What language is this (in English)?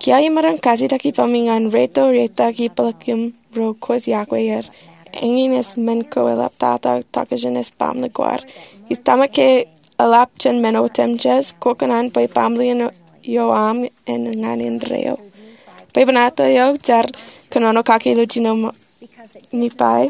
Marshallese